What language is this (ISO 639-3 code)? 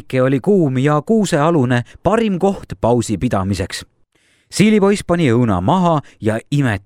est